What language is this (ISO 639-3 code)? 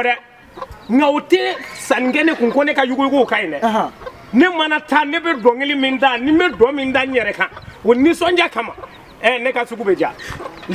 bam